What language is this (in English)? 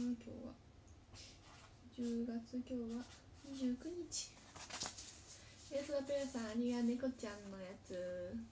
Japanese